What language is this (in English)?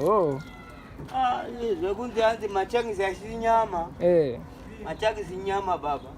Shona